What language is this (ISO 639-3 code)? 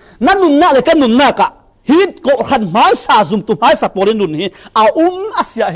cfm